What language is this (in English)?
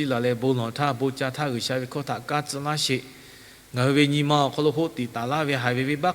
Lahu